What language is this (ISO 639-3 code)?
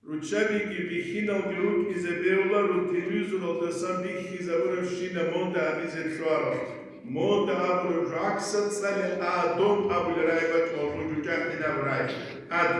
ava